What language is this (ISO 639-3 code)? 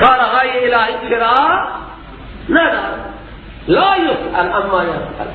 fas